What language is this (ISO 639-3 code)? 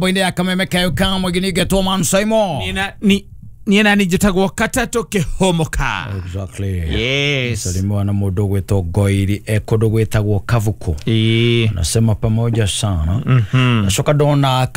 kik